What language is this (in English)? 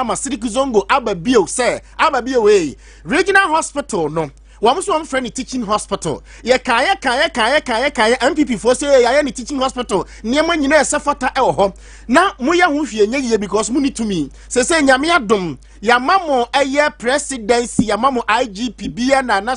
Akan